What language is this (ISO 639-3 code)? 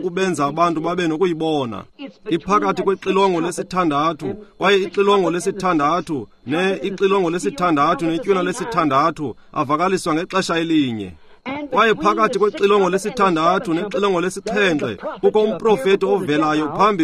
xho